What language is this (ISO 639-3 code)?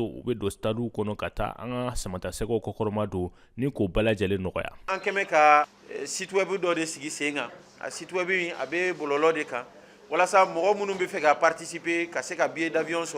bam